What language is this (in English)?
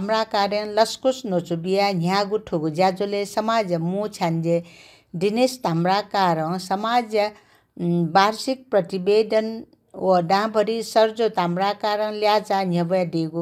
Newari